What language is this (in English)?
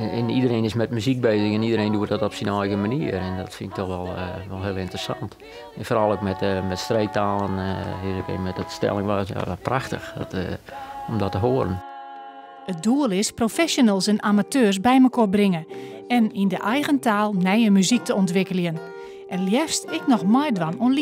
Western Frisian